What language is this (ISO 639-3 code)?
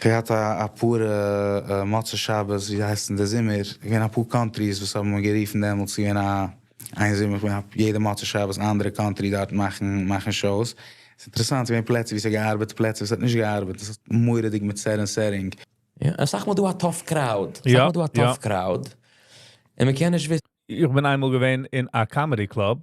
yid